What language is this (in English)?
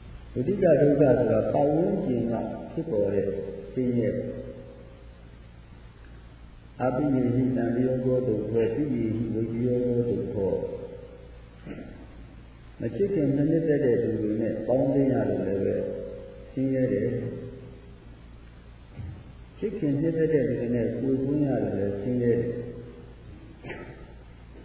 Burmese